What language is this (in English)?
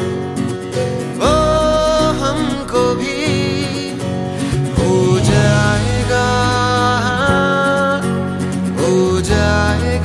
Hindi